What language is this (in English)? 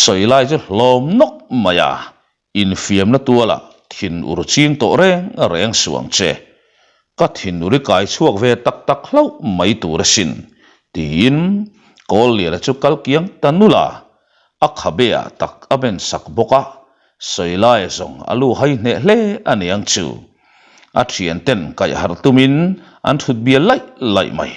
Mizo